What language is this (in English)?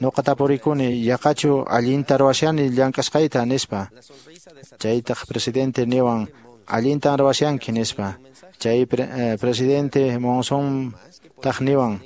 Quechua